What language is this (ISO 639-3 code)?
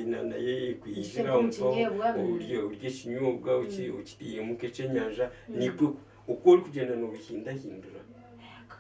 nyn